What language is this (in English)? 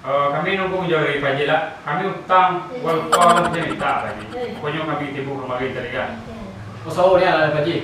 Minangkabau